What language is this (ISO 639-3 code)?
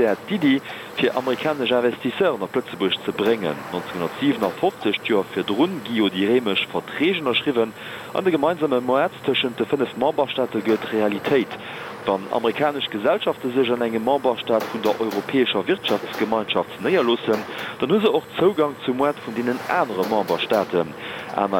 ltz